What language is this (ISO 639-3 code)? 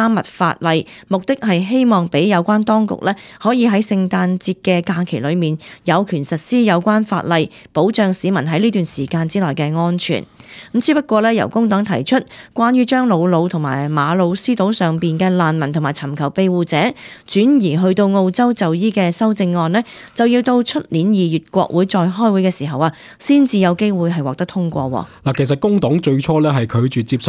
yue